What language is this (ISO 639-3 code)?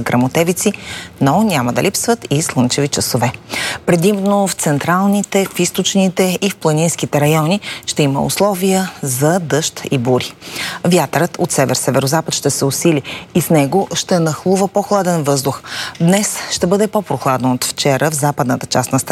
bul